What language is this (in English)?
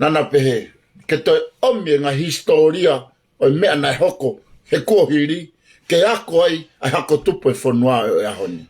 Tongan